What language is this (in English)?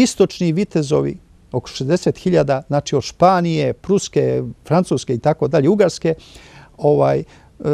Serbian